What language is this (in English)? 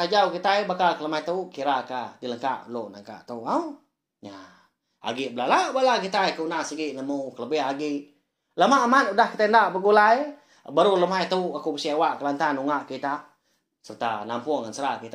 Iban